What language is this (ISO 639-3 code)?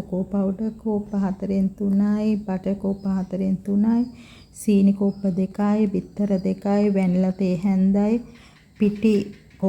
sin